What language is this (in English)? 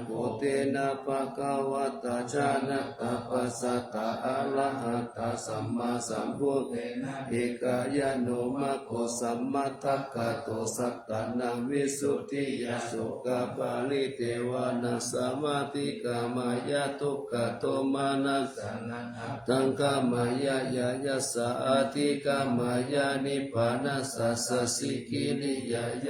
Pali